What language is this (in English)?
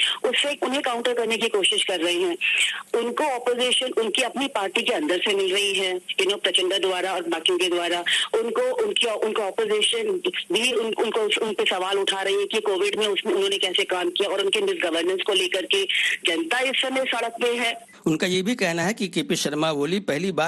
Urdu